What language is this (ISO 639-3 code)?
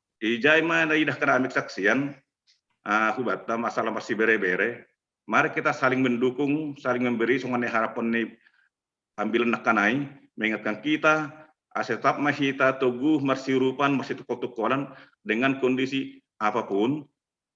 bts